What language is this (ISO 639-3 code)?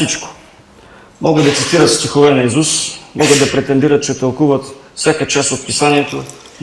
bul